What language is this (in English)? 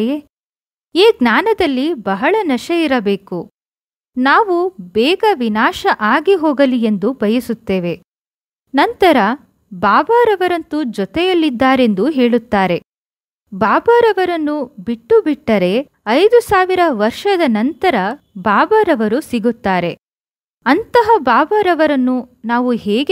Kannada